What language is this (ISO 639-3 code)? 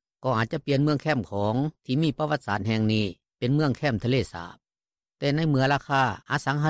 lao